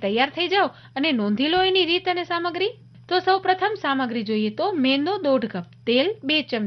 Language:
Gujarati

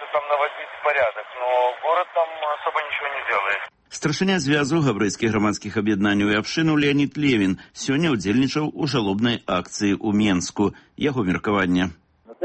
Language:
Belarusian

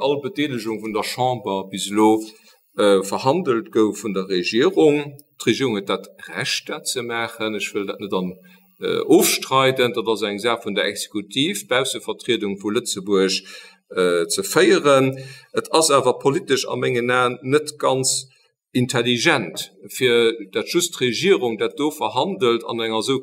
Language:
Luxembourgish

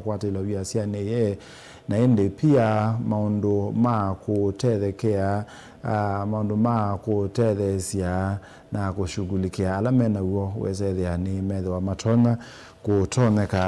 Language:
Kamba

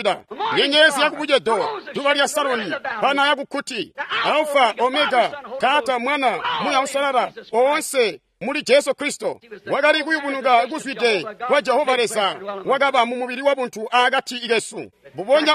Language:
Tonga (Zambia)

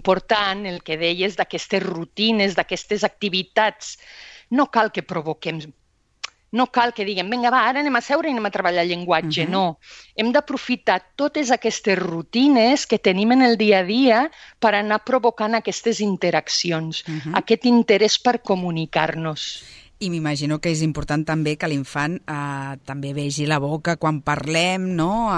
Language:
Catalan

